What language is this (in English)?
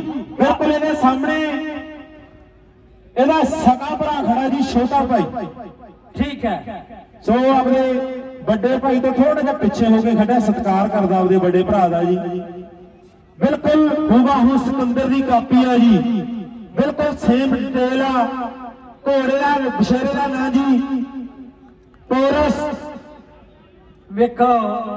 Punjabi